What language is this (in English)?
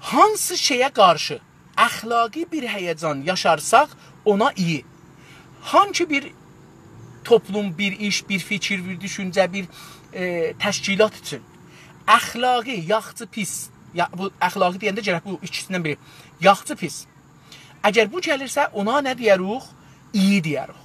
South Azerbaijani